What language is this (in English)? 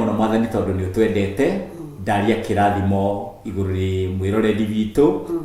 Kikuyu